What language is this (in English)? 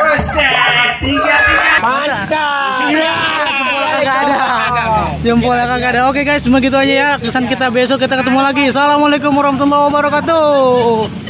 Betawi